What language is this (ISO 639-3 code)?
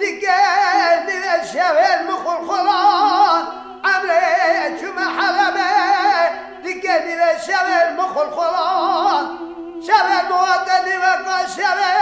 kur